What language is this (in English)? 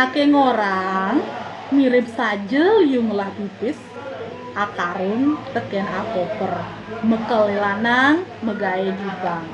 Balinese